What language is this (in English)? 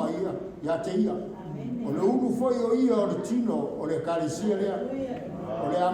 Samoan